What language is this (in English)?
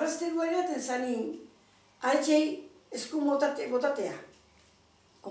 Basque